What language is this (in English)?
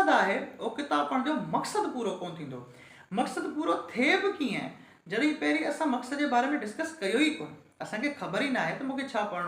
Sindhi